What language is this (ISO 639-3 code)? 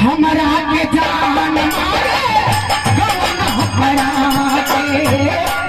mai